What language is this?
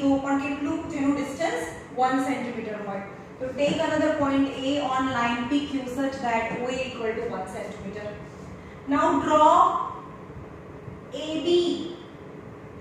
Gujarati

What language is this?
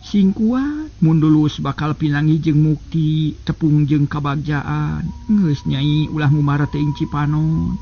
Sundanese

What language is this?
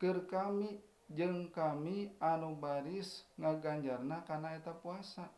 Sundanese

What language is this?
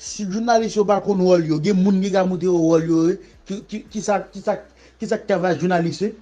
Haitian Creole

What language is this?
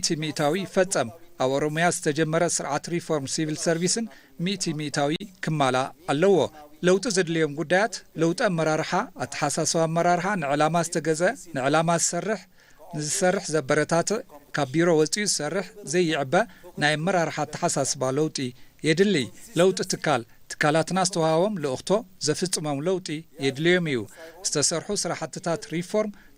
Tigrinya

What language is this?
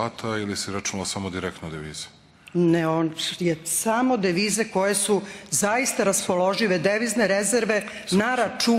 Serbian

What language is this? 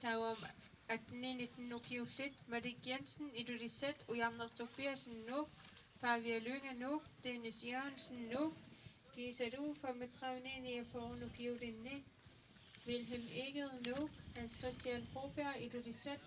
Kalaallisut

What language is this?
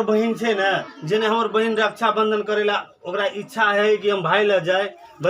Maithili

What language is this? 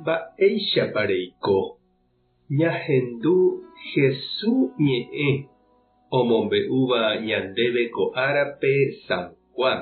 Guarani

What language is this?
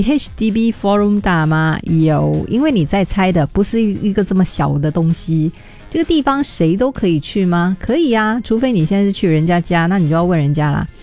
Chinese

